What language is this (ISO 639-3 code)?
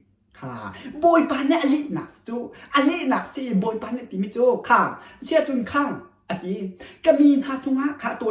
cnh